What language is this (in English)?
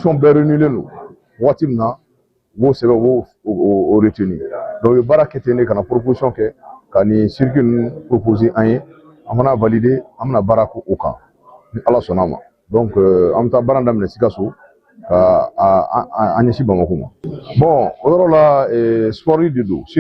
Bambara